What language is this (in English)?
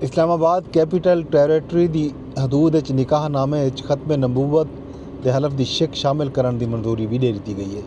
Saraiki